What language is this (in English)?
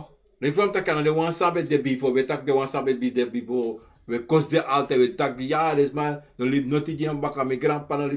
Sranan Tongo